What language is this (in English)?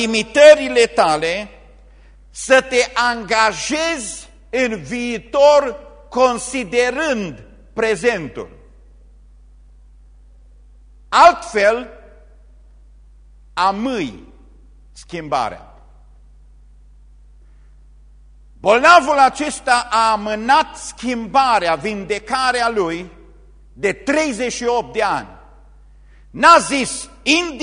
Romanian